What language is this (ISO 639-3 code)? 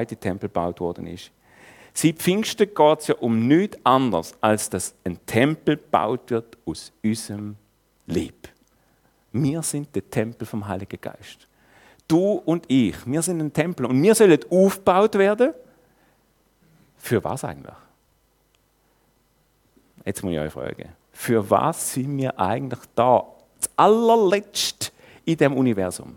deu